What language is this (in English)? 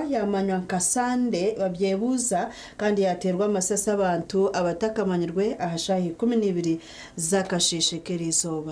Nyankole